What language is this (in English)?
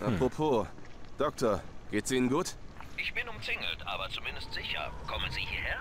Swiss German